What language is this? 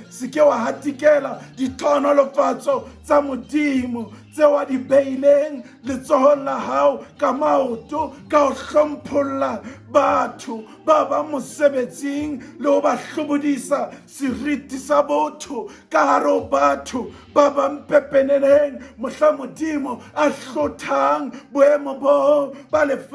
Southern Sotho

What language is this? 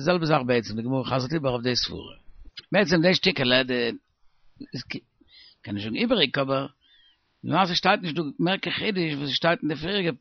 Yiddish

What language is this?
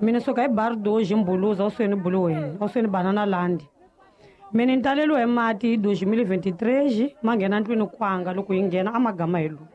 Tsonga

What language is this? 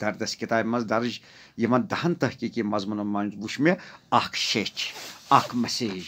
Kashmiri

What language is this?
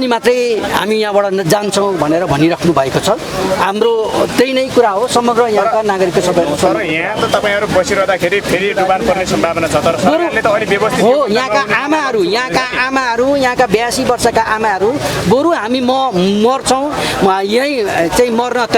Nepali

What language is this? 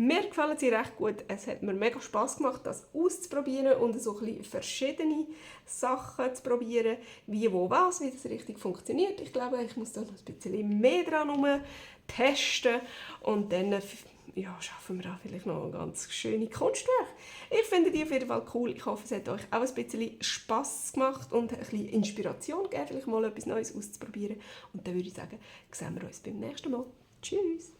Swiss German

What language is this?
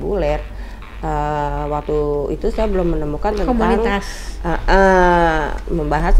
Indonesian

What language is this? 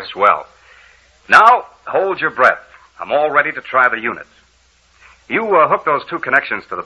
English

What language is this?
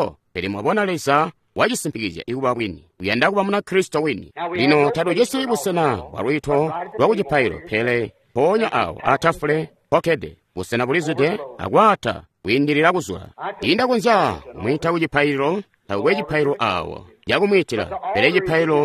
Tonga (Zambia)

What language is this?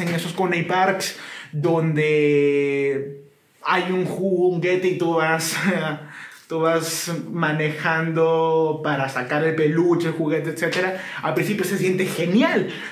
Spanish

